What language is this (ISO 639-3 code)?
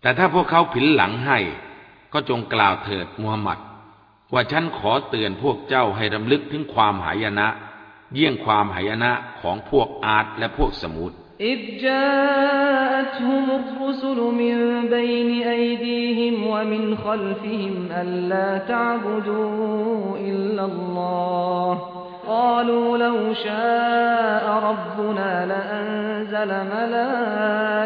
tha